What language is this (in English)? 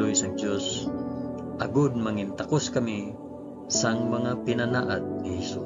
Hiligaynon